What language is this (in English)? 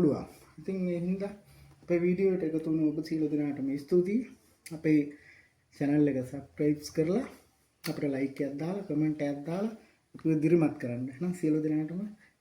Sinhala